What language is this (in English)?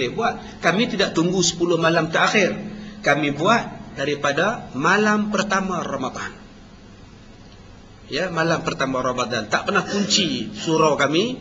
Malay